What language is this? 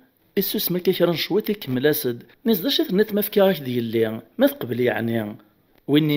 Kabyle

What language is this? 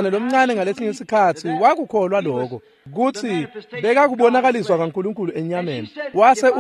Swati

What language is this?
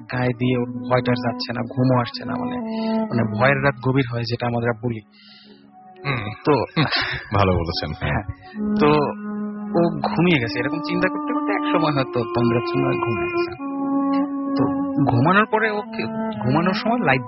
Bangla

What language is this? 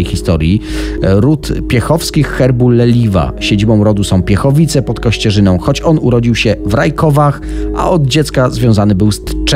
Polish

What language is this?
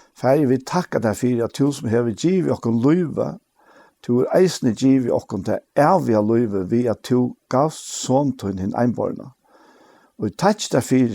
Faroese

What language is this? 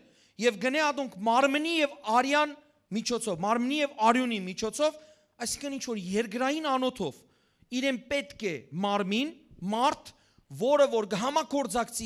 Western Armenian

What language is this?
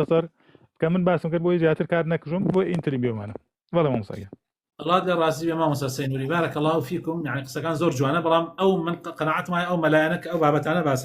Central Kurdish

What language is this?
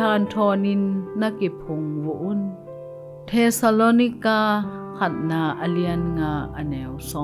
Tedim Chin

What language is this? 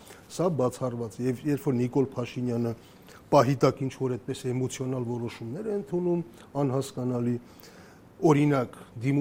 Armenian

